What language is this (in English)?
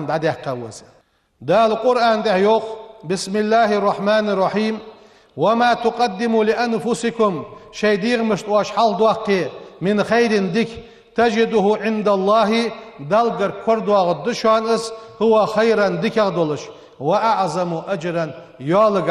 Ingush